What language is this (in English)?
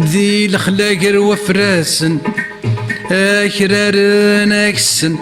Kabyle